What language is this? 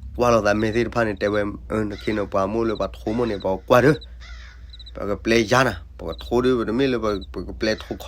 S'gaw Karen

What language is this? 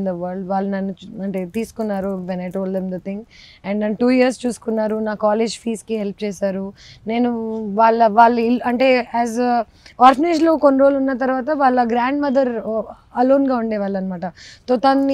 Telugu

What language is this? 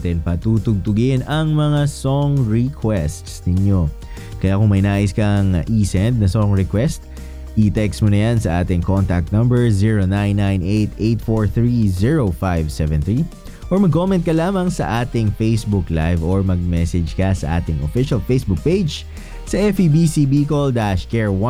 Filipino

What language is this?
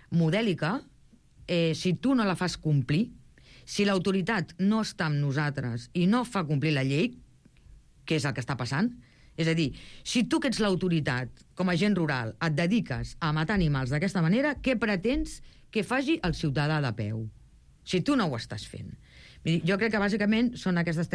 Catalan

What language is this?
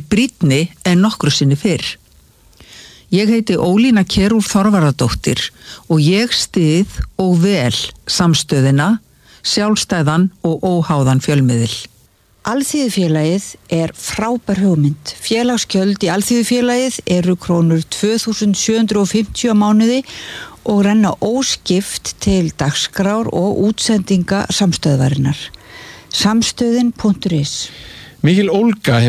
Icelandic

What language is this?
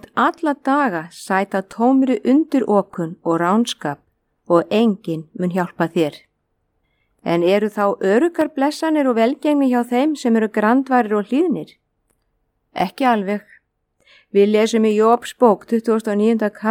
Icelandic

